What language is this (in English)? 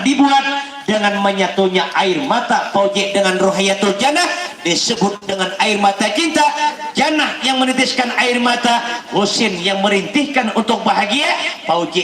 Banjar